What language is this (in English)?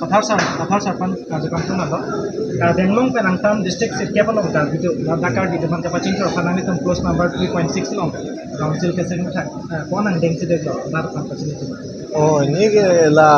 Karbi